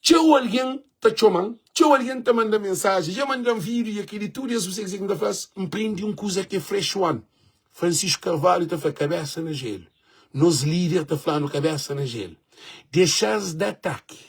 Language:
Kabuverdianu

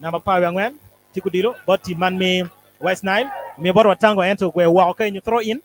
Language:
Acoli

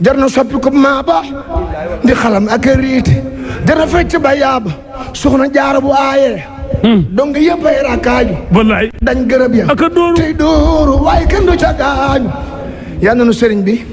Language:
Wolof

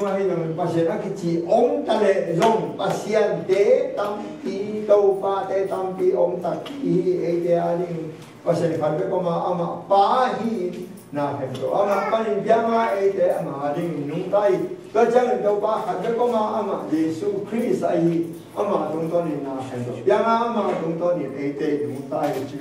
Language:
Tedim Chin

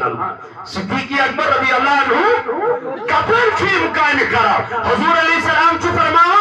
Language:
Kashmiri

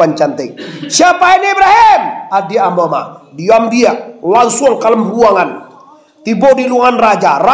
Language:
Minangkabau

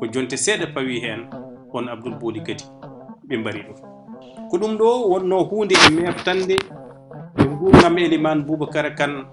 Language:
Fula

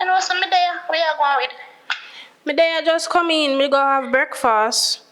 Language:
Jamaican Creole English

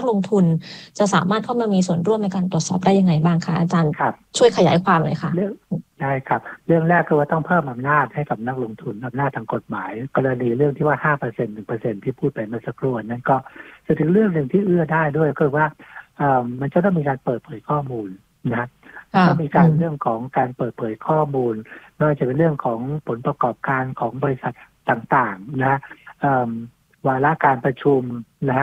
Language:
Thai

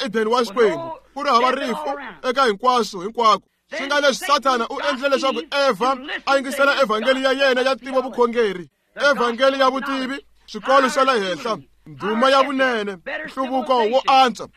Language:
Tsonga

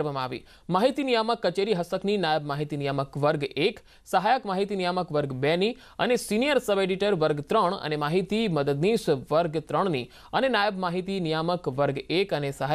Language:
Gujarati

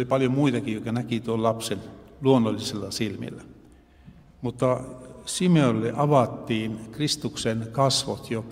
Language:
Finnish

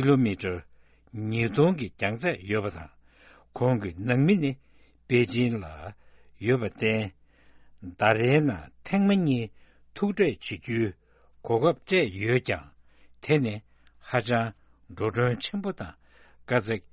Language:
Tibetan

